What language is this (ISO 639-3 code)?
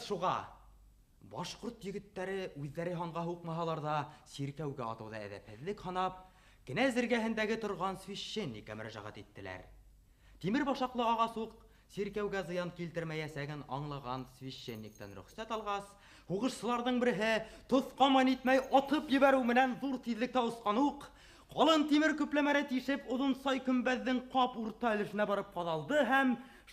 bak